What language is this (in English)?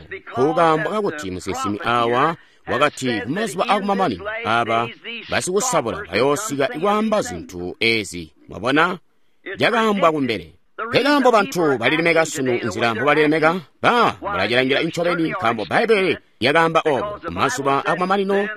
Tonga (Zambia)